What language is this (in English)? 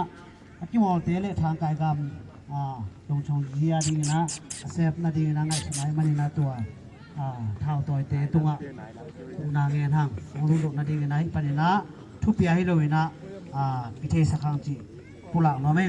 Tedim Chin